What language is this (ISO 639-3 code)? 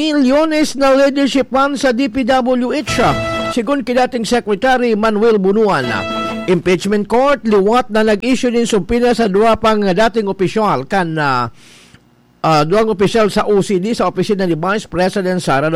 bik